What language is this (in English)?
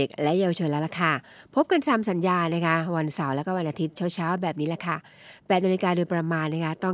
Thai